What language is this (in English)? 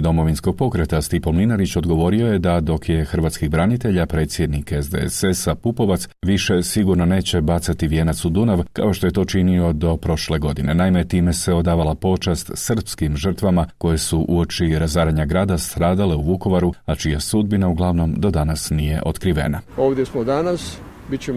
Croatian